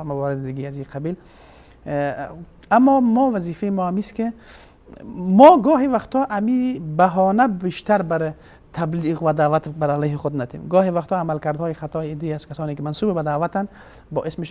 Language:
Persian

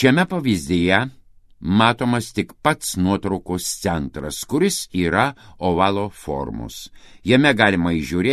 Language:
Lithuanian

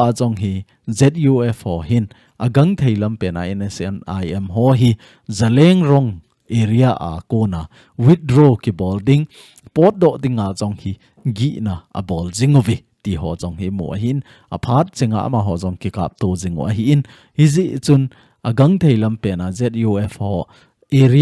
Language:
Thado Chin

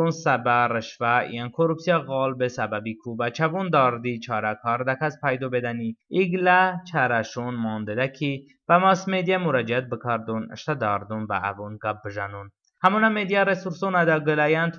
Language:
Talysh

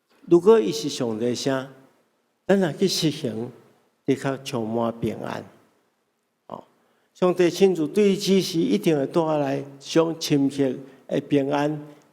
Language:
Min Nan Chinese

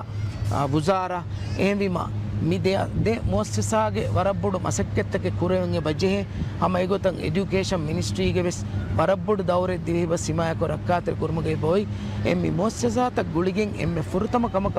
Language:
Divehi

